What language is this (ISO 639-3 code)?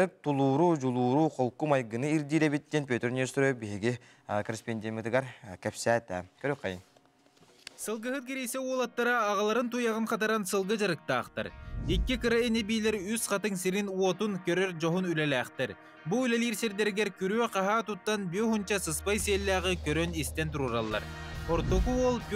sah